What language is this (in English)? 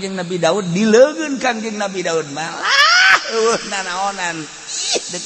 Sundanese